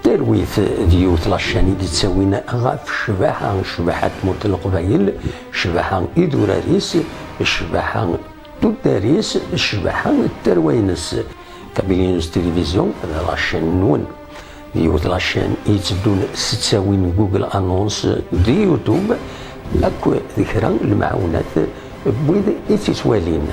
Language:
Kabyle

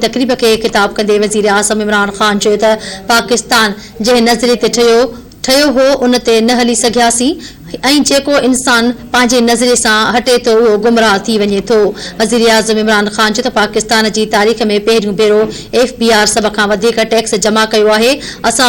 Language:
Sindhi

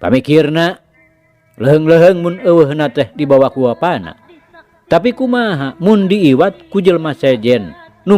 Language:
Sundanese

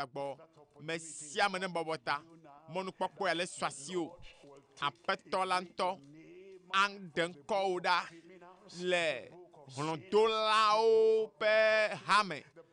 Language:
Ewe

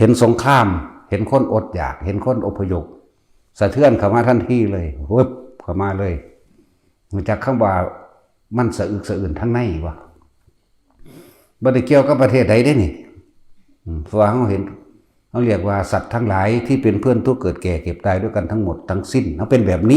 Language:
Northeastern Thai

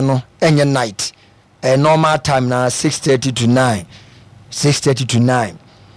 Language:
Akan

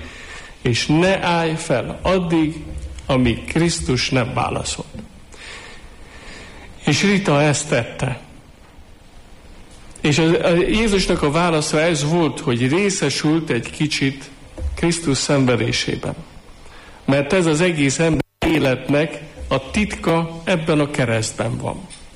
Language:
Hungarian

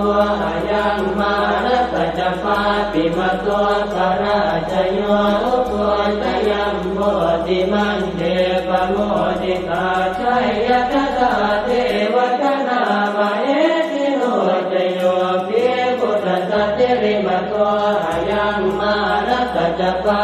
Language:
Pali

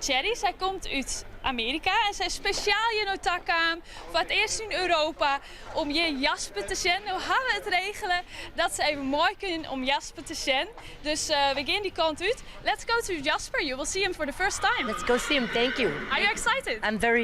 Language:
Western Frisian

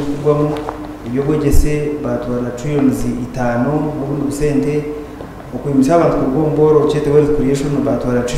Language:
Nyankole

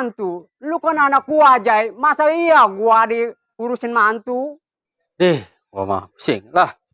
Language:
Betawi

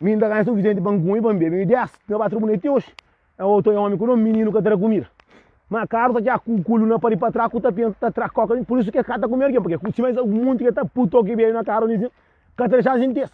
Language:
Kabuverdianu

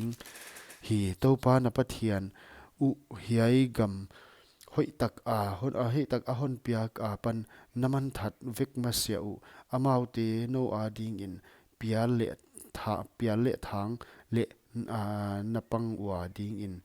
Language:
Paite Chin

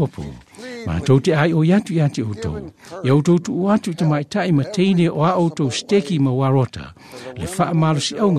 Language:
Samoan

